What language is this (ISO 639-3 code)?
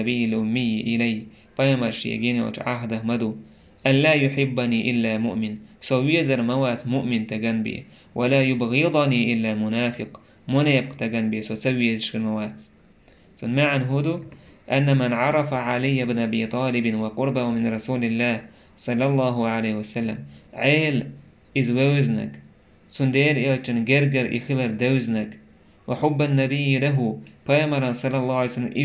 che